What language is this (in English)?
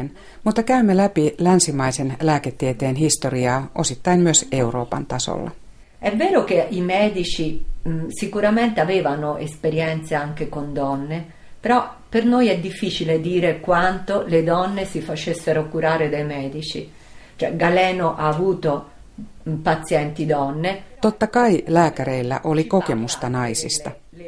Finnish